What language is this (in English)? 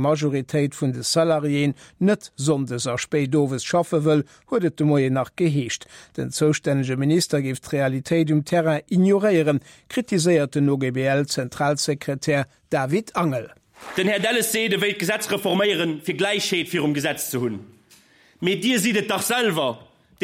Luxembourgish